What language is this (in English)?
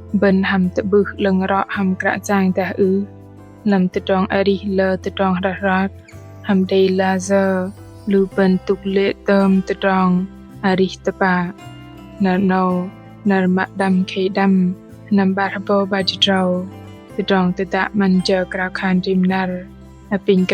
Bahnar